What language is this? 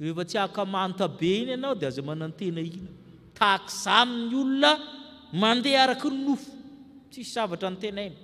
Malagasy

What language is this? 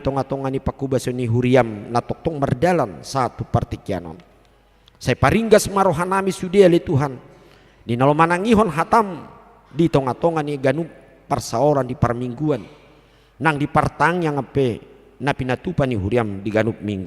Batak Toba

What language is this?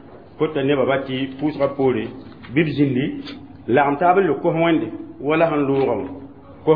Mossi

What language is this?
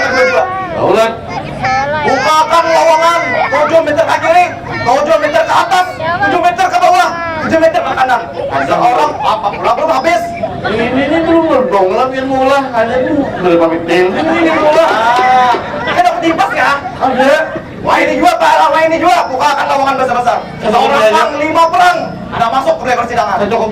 Banjar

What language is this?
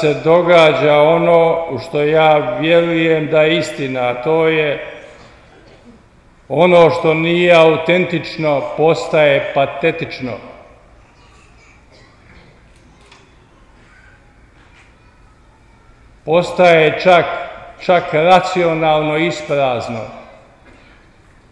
Croatian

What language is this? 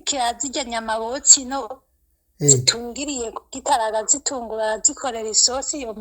Rundi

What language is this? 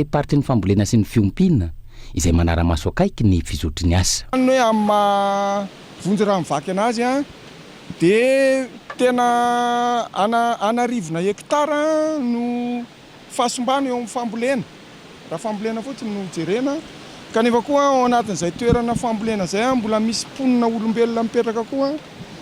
Malagasy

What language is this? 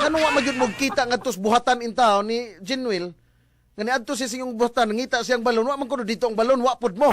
Cebuano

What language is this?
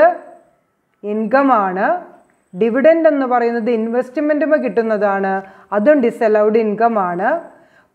Malayalam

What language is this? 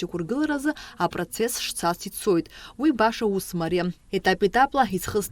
Abkhazian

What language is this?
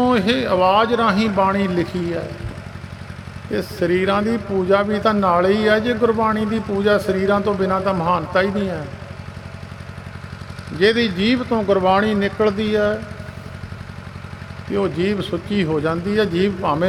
Punjabi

